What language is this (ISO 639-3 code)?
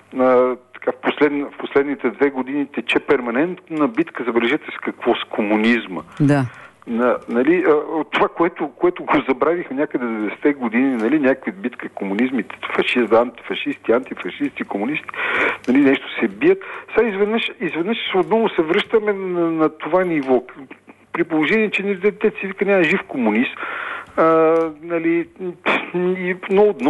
bul